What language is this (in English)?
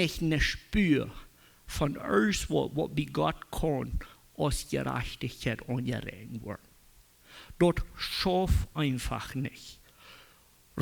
Plautdietsch